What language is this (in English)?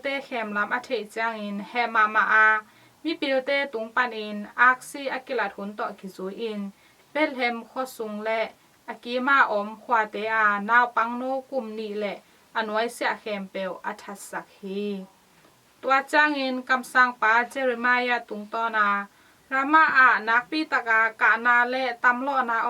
Tedim Chin